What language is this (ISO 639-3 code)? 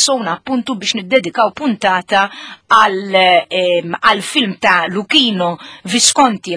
mlt